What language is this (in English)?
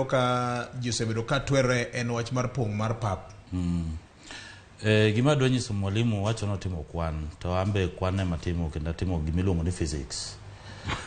Luo (Kenya and Tanzania)